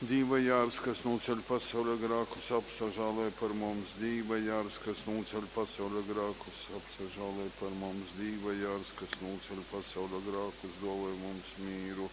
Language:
Latgalian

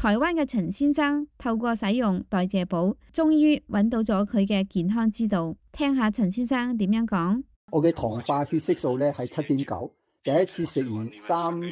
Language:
Cantonese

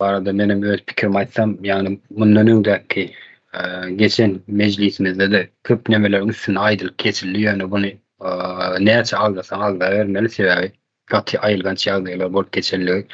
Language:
Turkmen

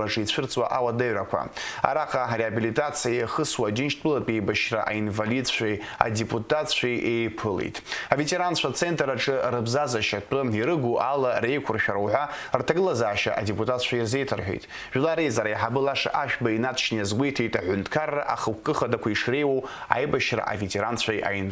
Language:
Abkhazian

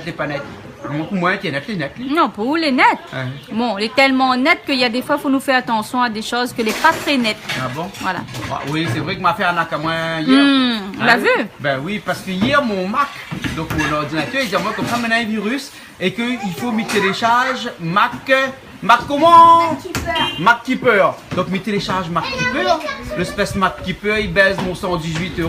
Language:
Réunion Creole French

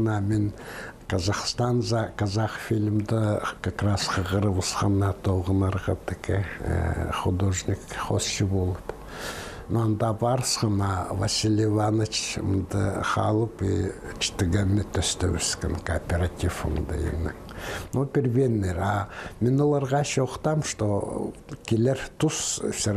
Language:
Khakas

